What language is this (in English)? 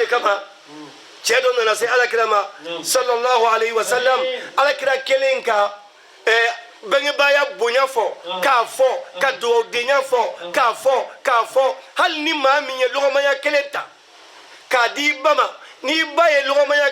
Bambara